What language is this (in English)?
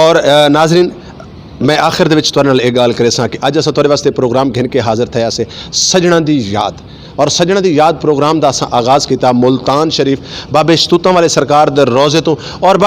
Saraiki